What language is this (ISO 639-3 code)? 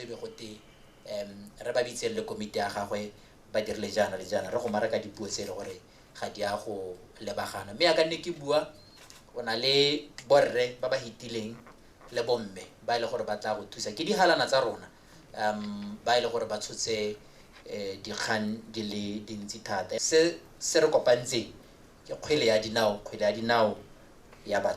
tsn